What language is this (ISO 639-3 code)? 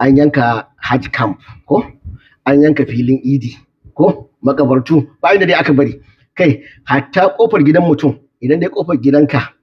hau